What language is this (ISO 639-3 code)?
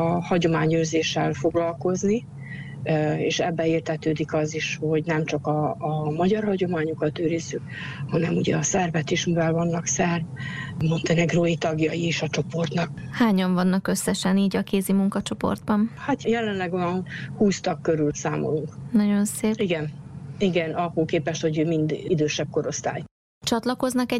hun